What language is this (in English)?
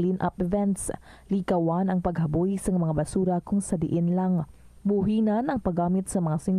Hiligaynon